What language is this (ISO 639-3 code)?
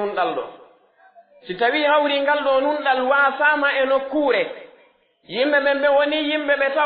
fuf